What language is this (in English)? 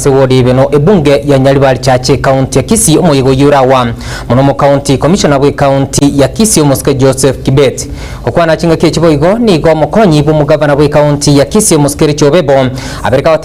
Gusii